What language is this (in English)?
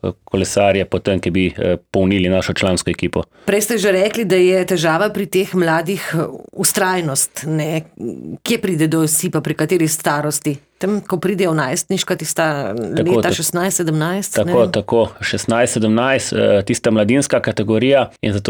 Slovenian